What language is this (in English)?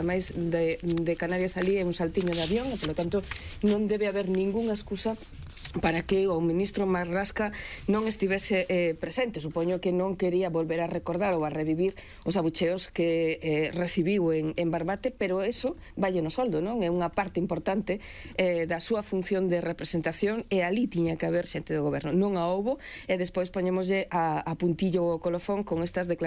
Galician